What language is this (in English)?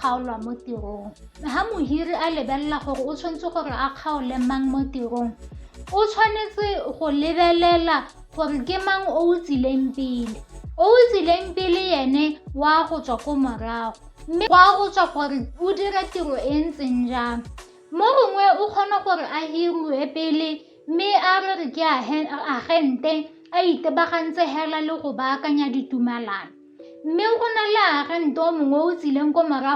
Tswana